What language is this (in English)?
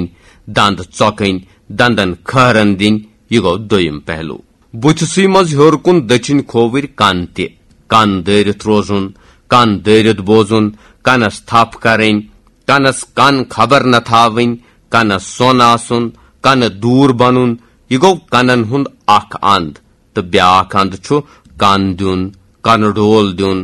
Kashmiri